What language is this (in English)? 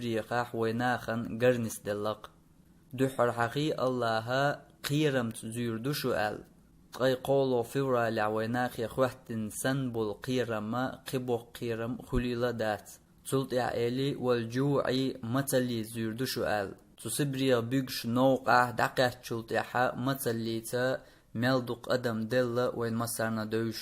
Chechen